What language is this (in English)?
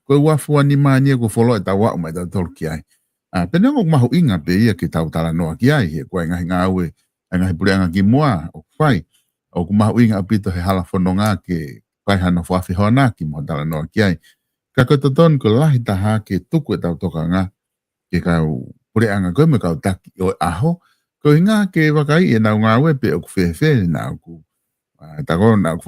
Tongan